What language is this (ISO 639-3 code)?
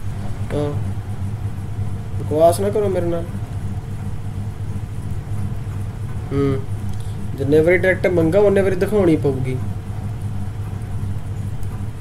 pan